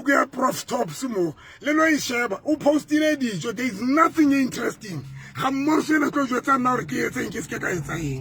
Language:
Southern Sotho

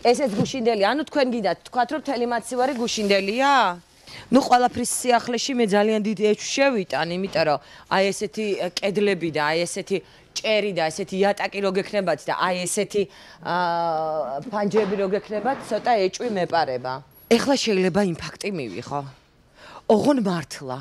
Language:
Georgian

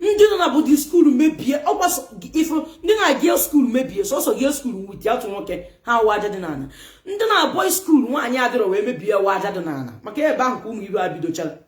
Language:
Igbo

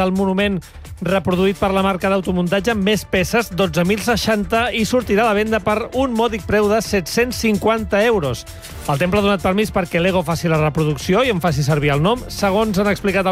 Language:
Catalan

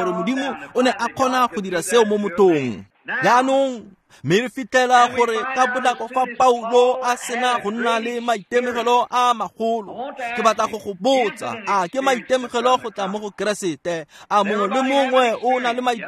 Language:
Tswana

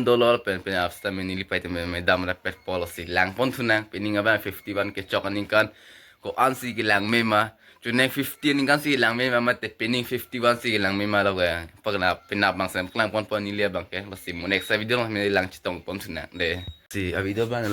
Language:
Karbi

